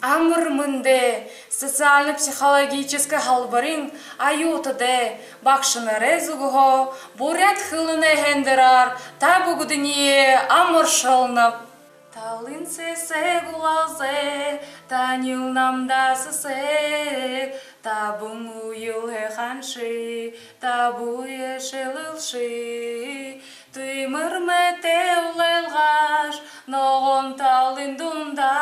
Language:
Buriat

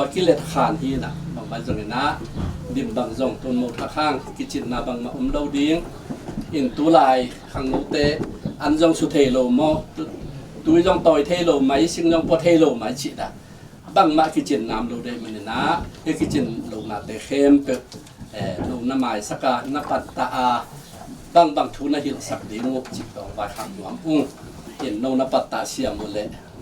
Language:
Tedim Chin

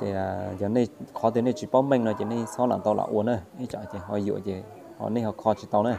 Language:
Hmong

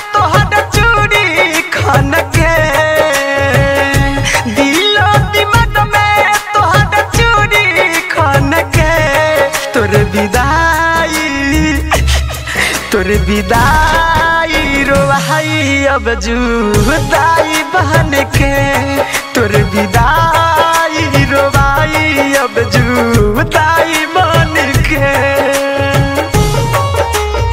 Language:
Bhojpuri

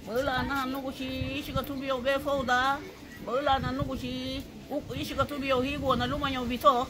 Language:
Garifuna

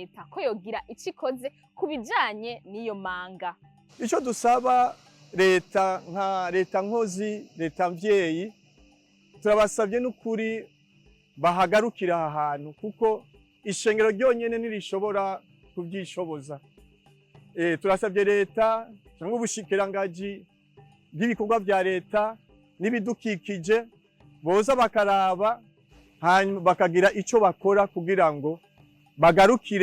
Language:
Rundi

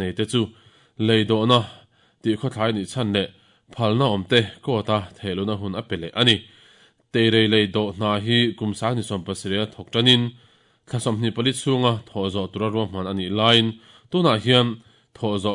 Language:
Mizo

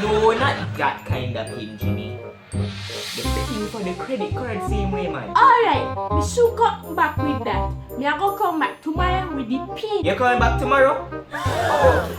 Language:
Jamaican Creole English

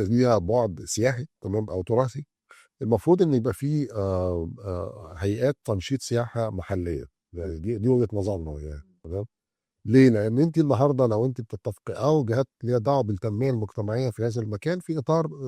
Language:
Egyptian Arabic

